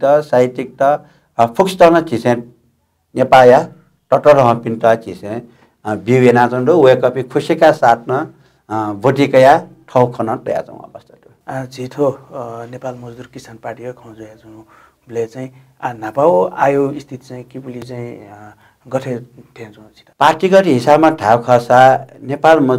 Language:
Newari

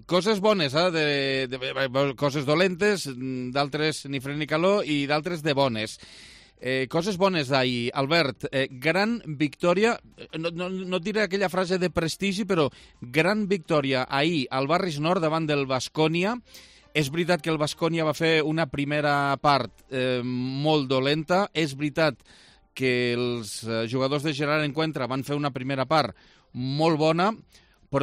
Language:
Catalan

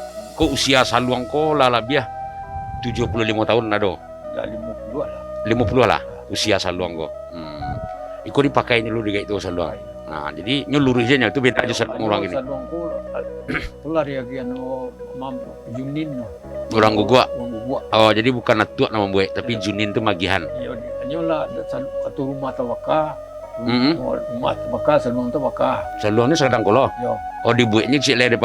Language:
Minangkabau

